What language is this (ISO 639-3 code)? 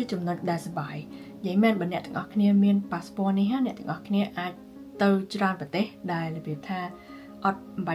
khm